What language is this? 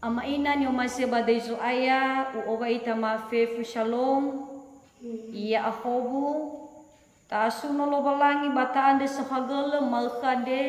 Nias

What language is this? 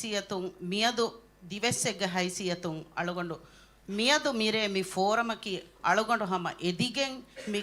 Divehi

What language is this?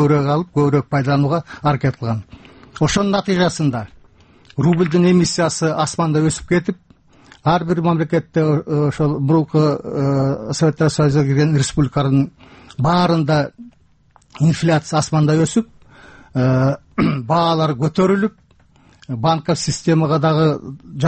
Kyrgyz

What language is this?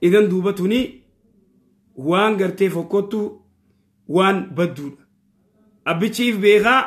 Oromo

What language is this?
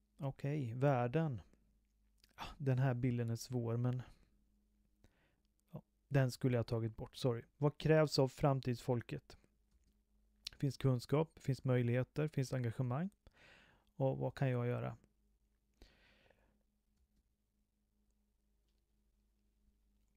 Swedish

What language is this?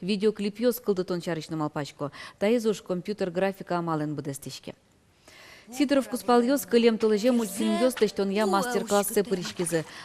Udmurt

